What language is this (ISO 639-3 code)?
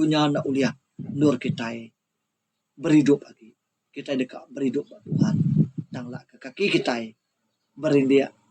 iba